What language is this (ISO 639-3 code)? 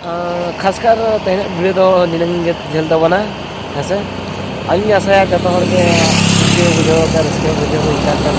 sat